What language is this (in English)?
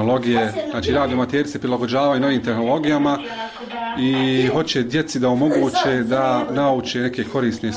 Bosnian